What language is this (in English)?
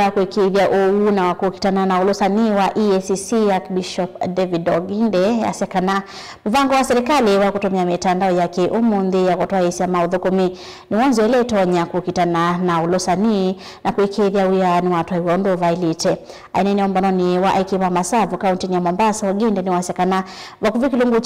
Kamba